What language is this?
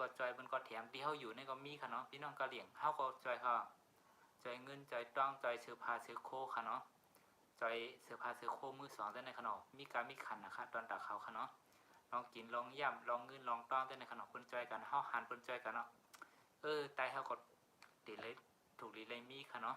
Shan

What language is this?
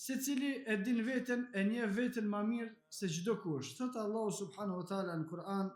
Albanian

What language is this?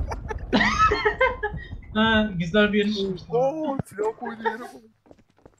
Turkish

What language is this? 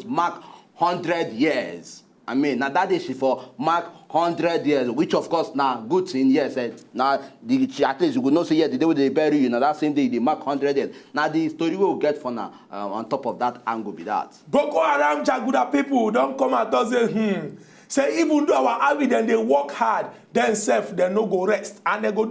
Nigerian Pidgin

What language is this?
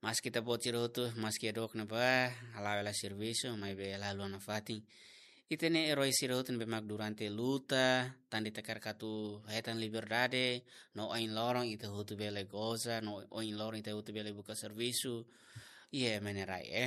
Tetum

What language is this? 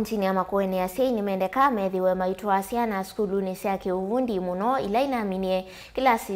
Kamba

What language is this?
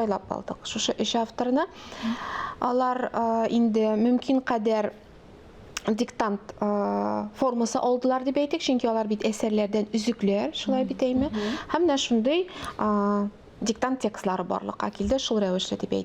Tatar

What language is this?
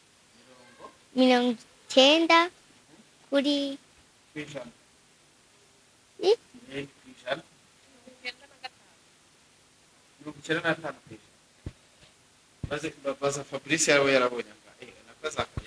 Kinyarwanda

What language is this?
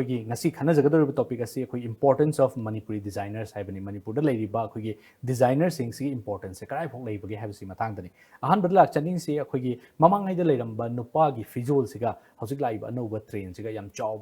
Manipuri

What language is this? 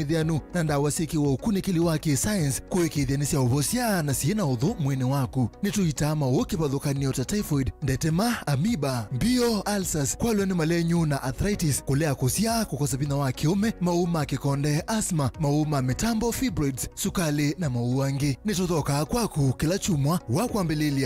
Kamba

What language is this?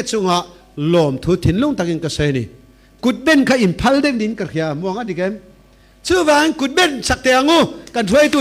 Falam Chin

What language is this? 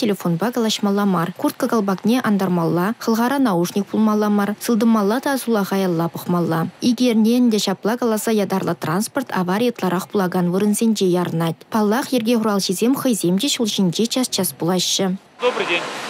Chuvash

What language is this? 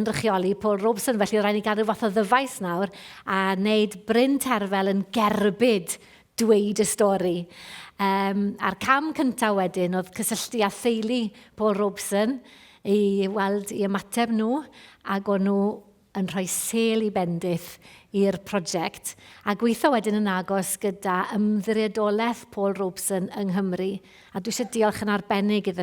Welsh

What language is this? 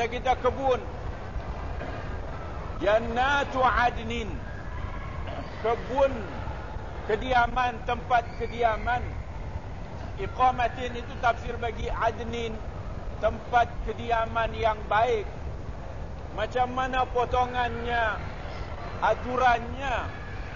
Malay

